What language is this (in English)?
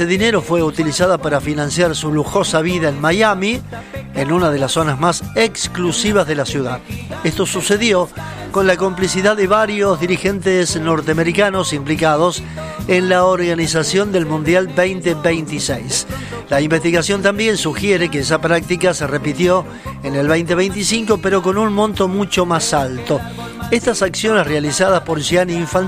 Spanish